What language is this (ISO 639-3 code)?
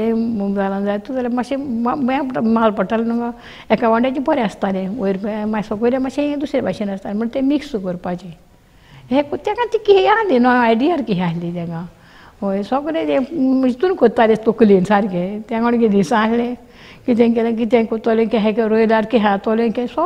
kok